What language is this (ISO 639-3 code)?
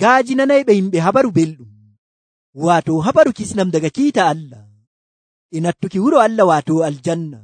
fuv